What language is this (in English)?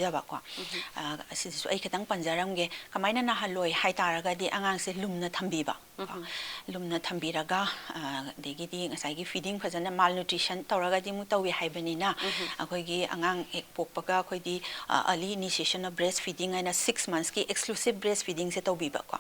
Manipuri